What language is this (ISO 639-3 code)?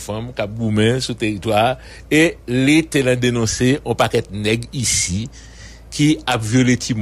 hat